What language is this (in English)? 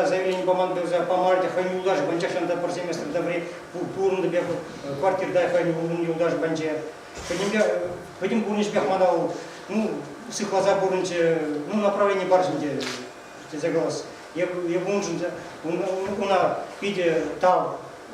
Chuvash